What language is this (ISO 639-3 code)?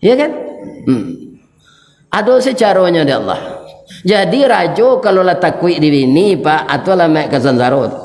min